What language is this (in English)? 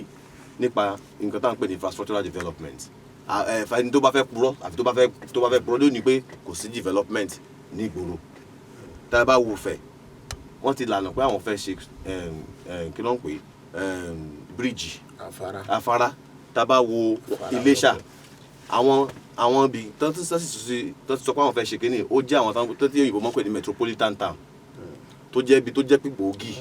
Yoruba